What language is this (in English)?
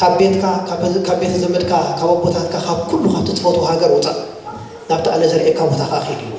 Tigrinya